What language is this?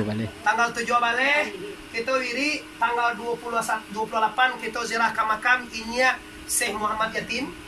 Minangkabau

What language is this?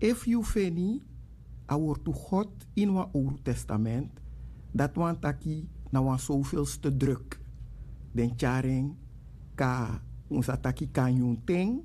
Sranan Tongo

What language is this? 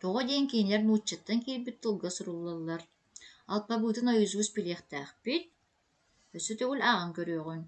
Yakut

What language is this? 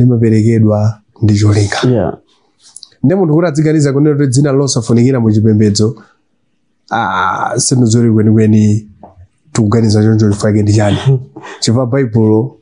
Nyanja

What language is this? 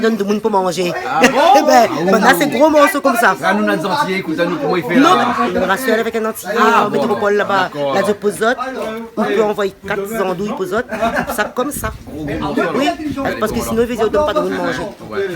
Réunion Creole French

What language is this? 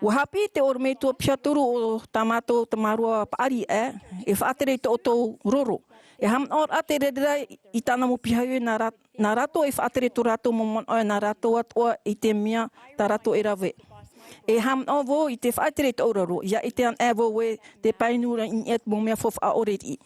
Tahitian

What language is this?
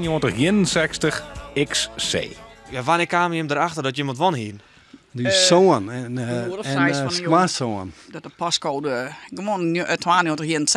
Western Frisian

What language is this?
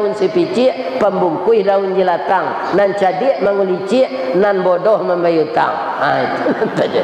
Minangkabau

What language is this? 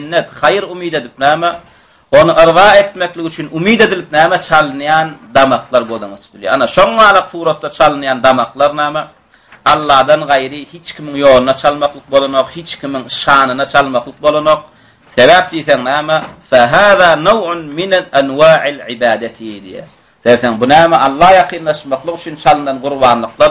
Turkmen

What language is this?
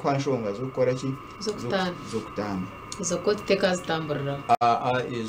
Nyankole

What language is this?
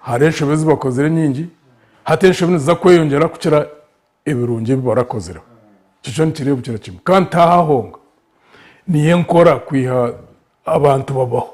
Nyankole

